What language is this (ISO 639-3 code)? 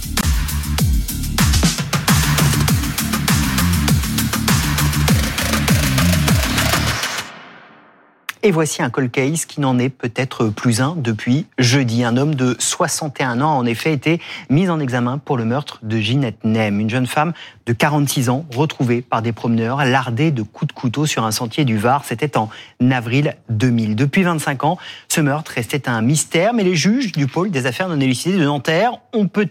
fra